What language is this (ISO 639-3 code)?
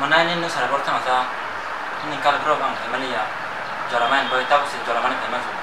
trp